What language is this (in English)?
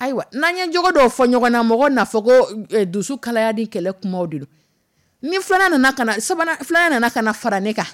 Dyula